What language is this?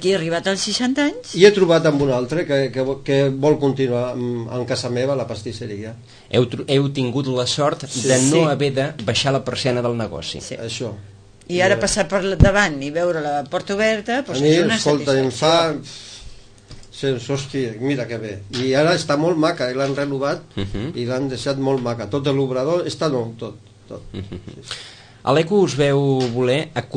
Catalan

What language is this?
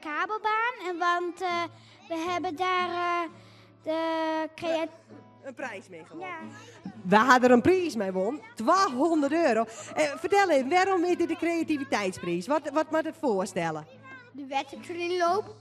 Western Frisian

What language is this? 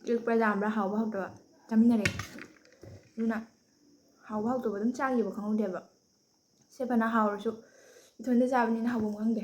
Manipuri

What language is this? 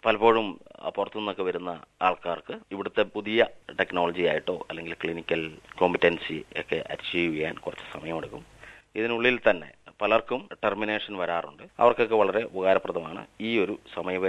Malayalam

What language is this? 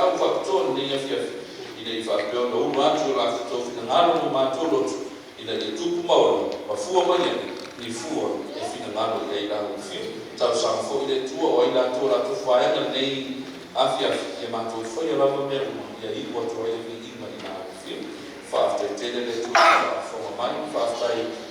Samoan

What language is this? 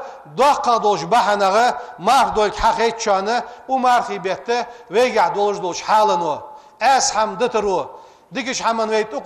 Ingush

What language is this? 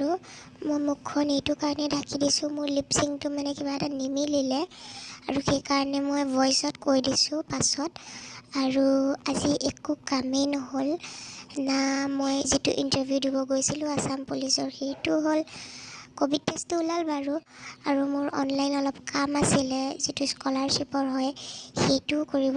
Assamese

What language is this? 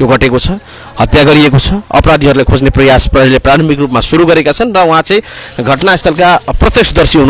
Nepali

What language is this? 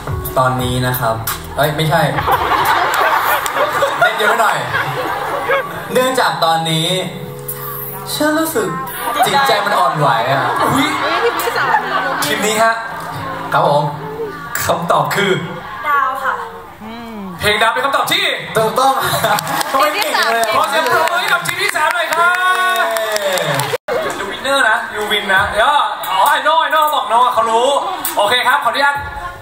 Thai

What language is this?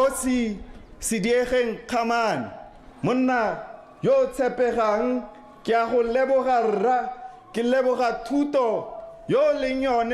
Tswana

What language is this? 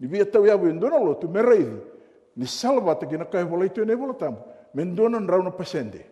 Fijian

